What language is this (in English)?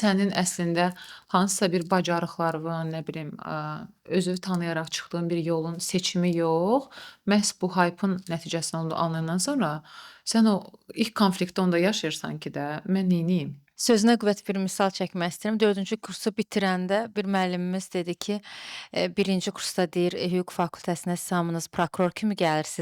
Azerbaijani